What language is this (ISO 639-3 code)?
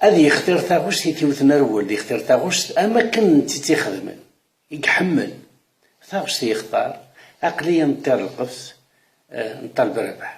kab